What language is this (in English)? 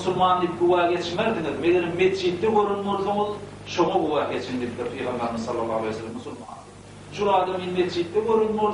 Turkmen